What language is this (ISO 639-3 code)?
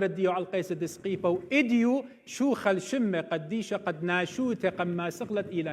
aii